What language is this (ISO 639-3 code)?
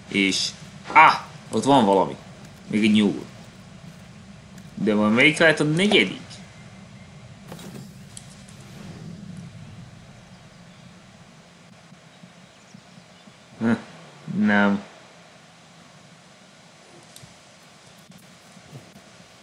hun